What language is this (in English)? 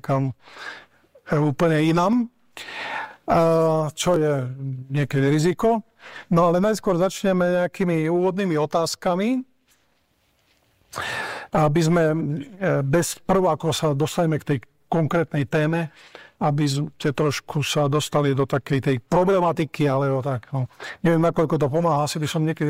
Slovak